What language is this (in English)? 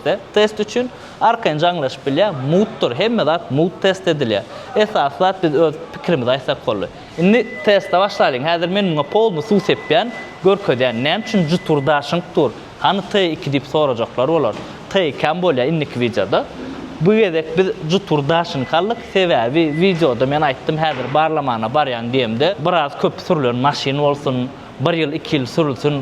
Turkmen